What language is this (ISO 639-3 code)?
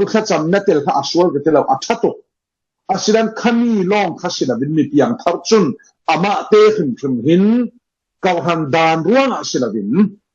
cfm